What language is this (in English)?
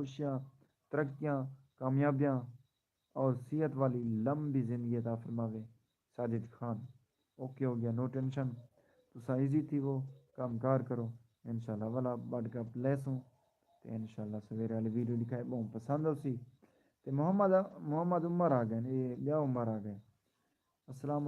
Saraiki